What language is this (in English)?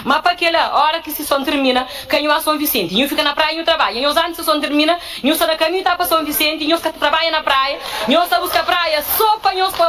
Kabuverdianu